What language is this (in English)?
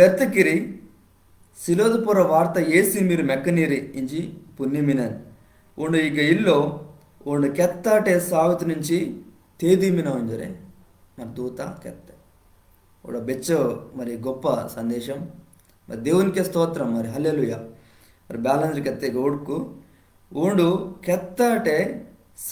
Koya